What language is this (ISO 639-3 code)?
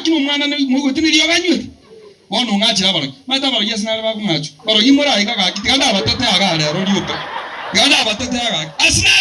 guz